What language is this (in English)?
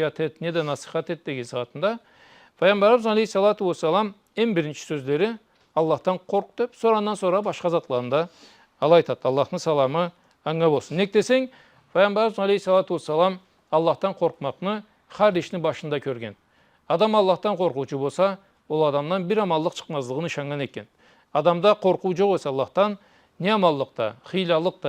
Karachay-Balkar